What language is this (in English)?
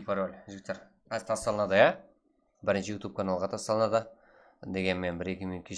Kara-Kalpak